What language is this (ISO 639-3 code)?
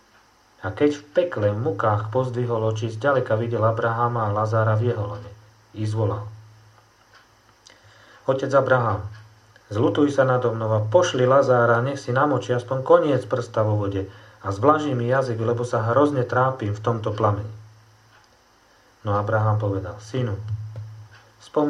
slk